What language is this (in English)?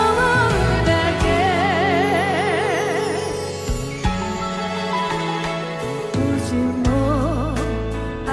Japanese